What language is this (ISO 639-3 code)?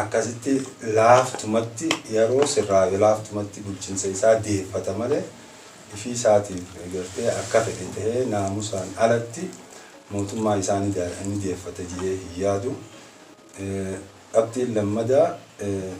orm